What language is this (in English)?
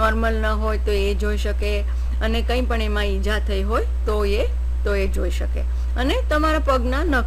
Gujarati